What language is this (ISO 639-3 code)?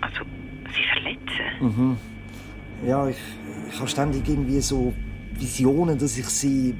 gsw